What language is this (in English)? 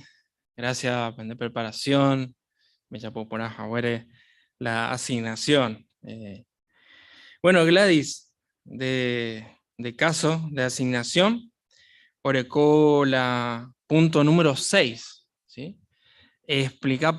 Guarani